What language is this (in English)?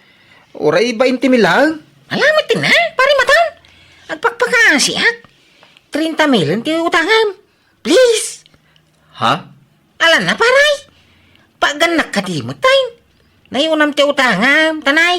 Iloko